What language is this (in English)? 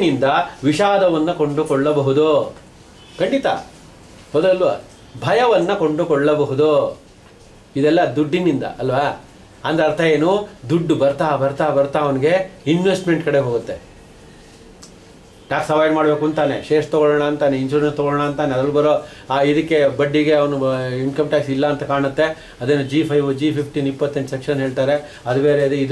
Kannada